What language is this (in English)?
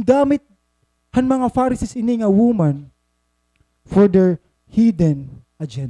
Waray